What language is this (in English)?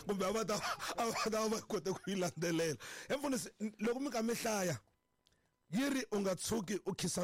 Tsonga